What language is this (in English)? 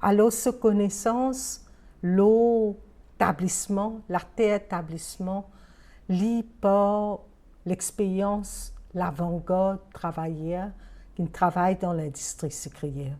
Morisyen